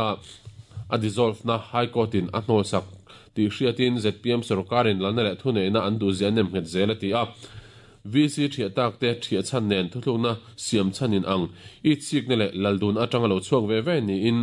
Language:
Mizo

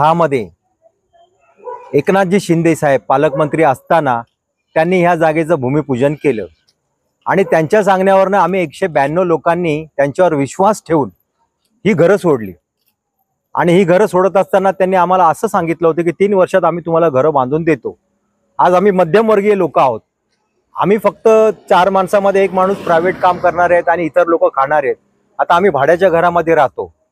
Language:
Marathi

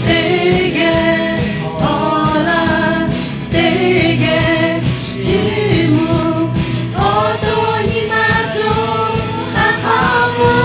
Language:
Lahu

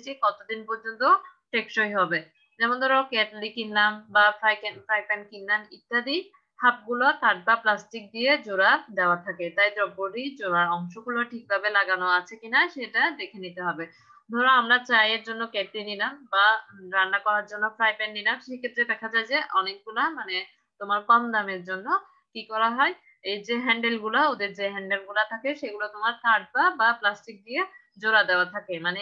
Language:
Bangla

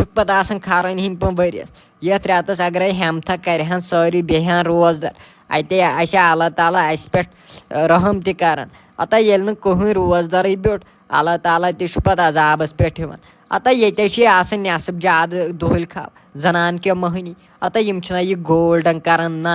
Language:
Kashmiri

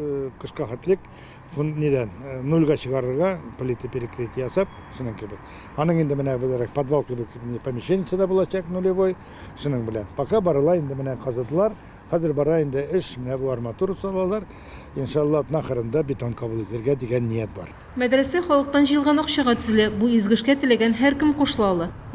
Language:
Tatar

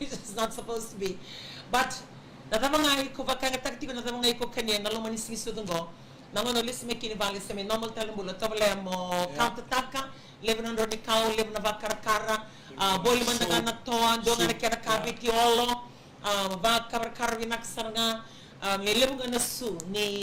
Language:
Fijian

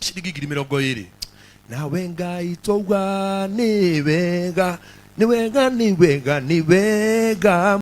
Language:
Kikuyu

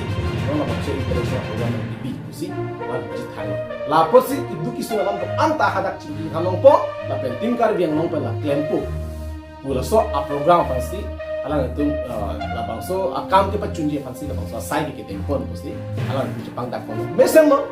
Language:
Karbi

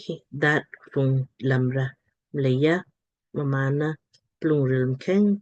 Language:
Lamkang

